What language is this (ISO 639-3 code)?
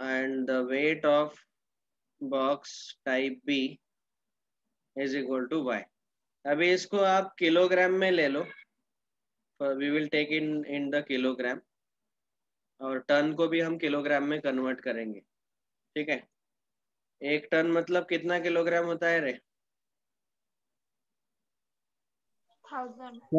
hin